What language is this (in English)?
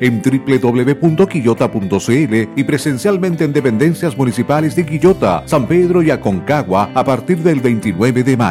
Spanish